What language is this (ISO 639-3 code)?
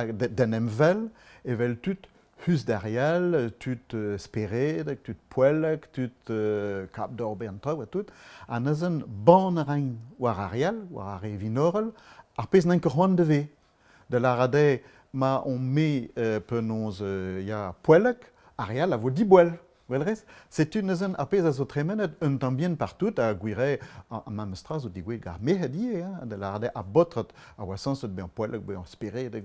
bre